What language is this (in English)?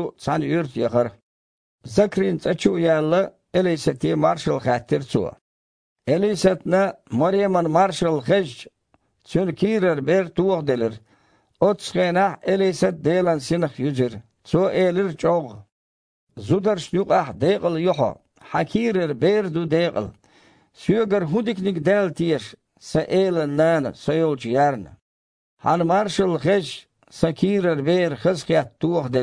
Chechen